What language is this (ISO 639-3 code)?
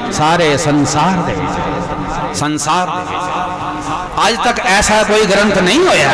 pan